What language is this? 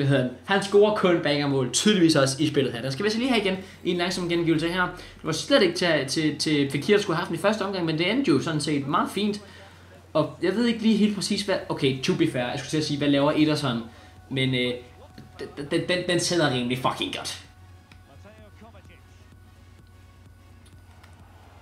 Danish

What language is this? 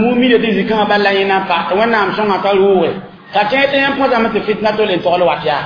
Mossi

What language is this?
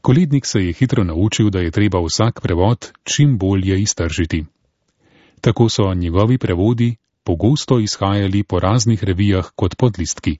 Slovenian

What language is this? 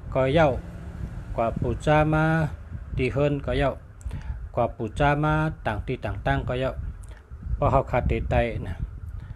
Shan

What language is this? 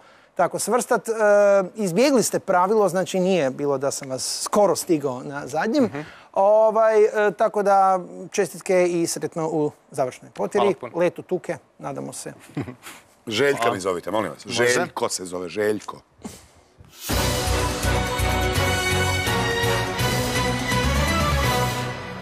Croatian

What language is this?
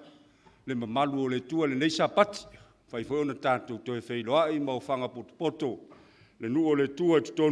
Samoan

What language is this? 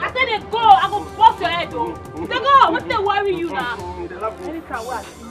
Nigerian Pidgin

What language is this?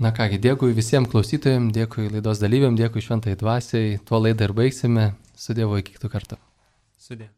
Lithuanian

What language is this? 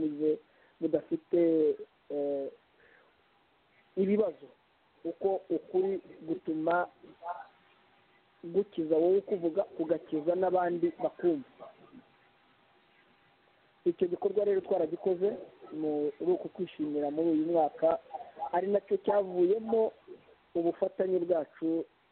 Kinyarwanda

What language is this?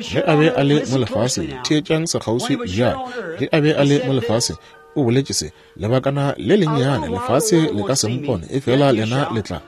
Northern Sotho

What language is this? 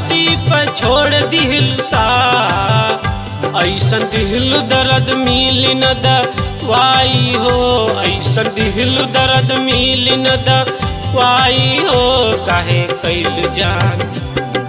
Bhojpuri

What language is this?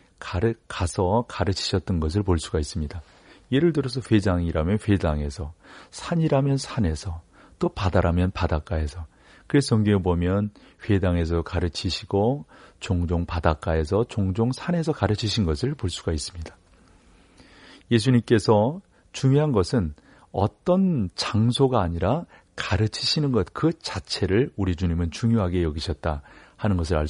Korean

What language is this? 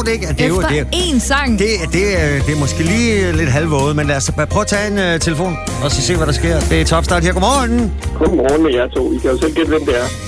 Danish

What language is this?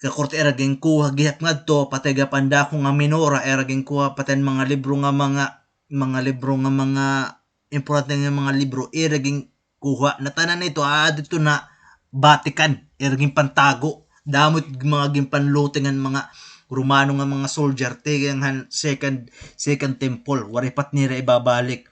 Waray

